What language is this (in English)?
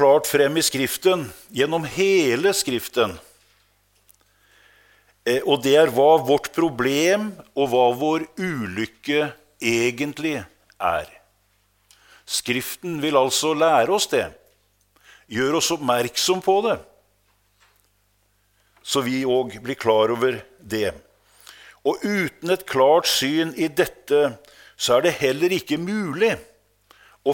Norwegian